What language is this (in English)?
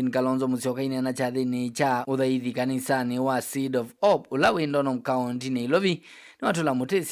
Kamba